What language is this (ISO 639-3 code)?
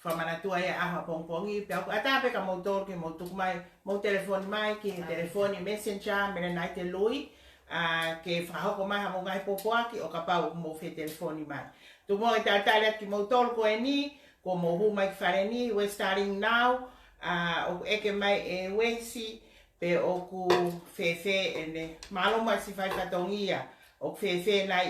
ton